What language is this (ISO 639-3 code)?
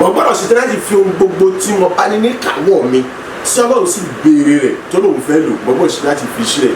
yor